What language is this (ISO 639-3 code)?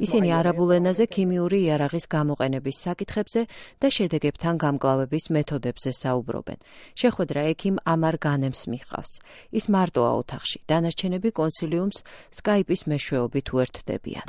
kat